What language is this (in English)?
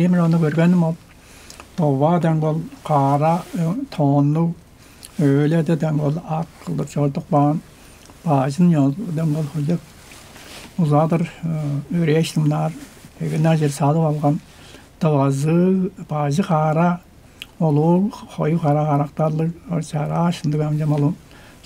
Tuvinian